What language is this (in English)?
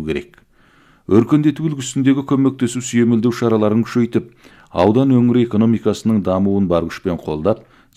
Kazakh